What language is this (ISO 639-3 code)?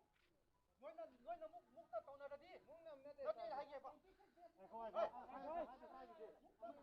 mni